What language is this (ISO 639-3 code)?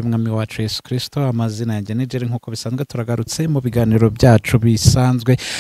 kin